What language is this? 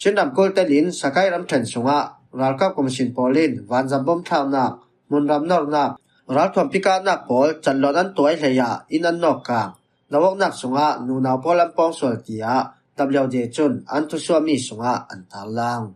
Falam Chin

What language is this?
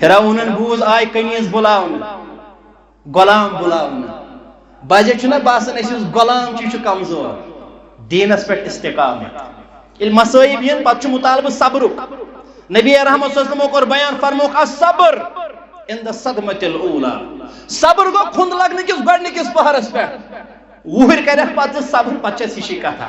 Kashmiri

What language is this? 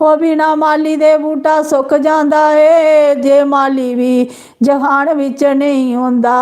Dogri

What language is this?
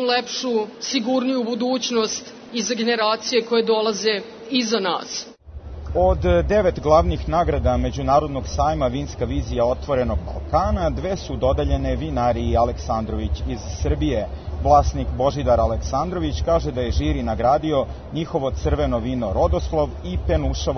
Serbian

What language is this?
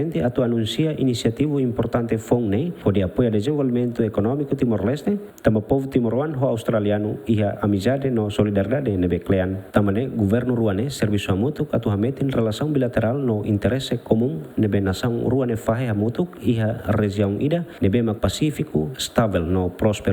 Tetum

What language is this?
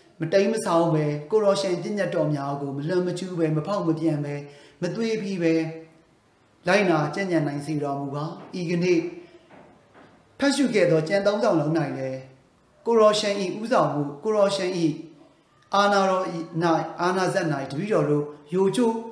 Burmese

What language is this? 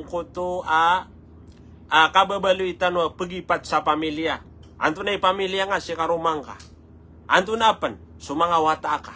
Maranao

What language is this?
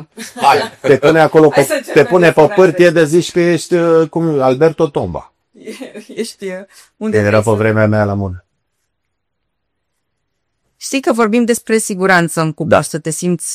Romanian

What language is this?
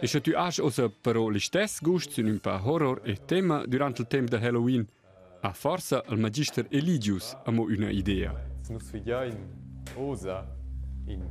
Romansh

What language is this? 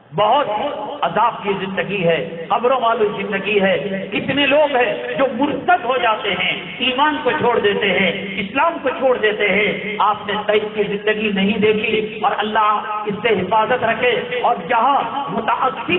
Urdu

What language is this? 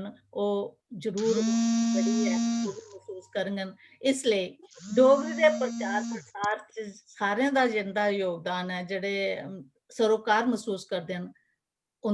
Dogri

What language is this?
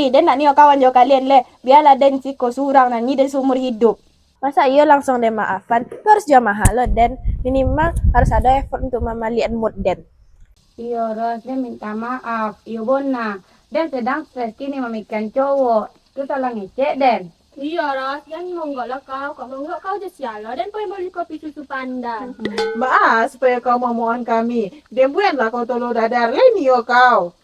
Minangkabau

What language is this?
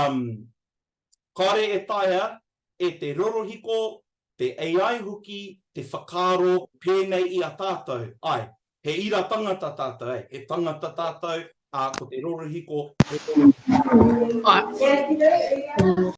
Māori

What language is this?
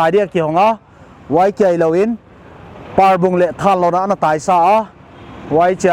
Paite Chin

